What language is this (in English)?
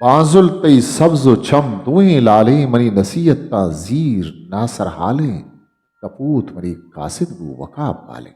Eastern Balochi